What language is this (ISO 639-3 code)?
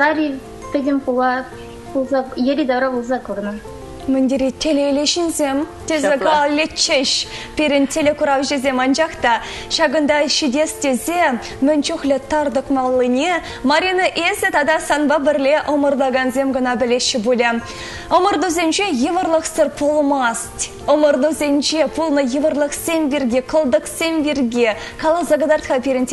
chv